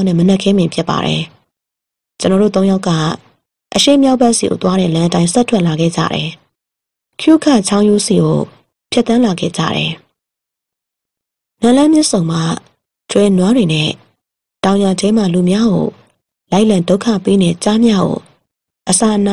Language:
Burmese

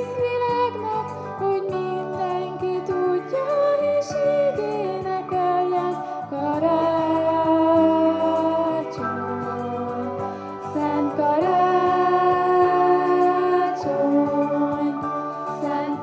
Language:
Hungarian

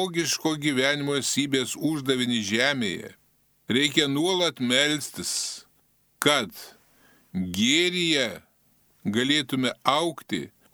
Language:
Lithuanian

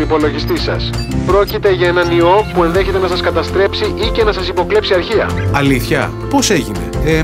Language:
Greek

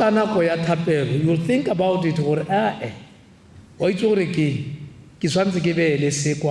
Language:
Tswana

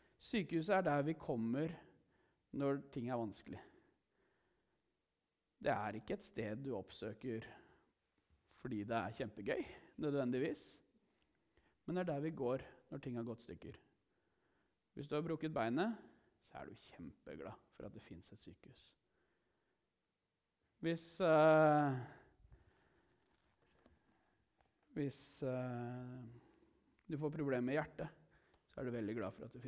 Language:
Norwegian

